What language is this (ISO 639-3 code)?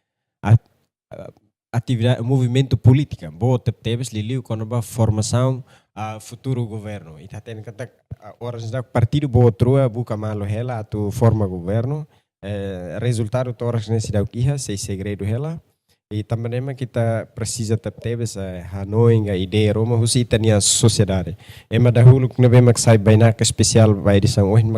tet